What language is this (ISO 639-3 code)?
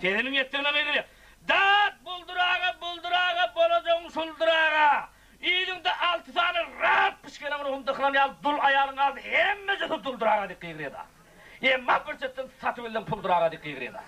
tuk